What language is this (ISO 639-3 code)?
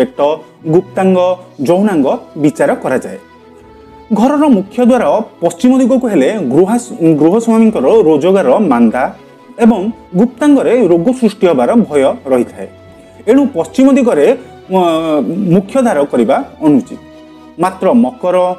ori